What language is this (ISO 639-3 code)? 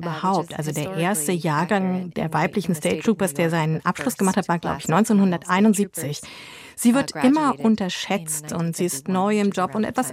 deu